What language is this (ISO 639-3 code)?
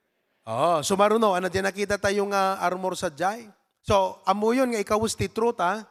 ilo